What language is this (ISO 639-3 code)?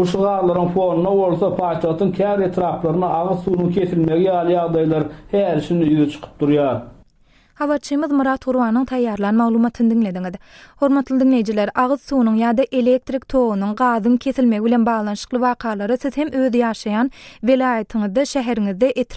tuk